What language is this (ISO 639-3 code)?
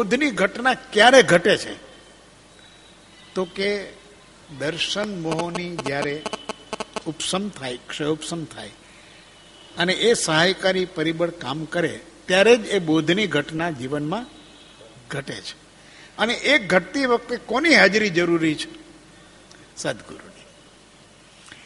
guj